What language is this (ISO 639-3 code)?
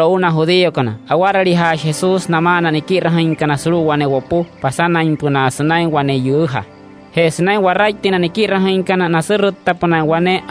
guc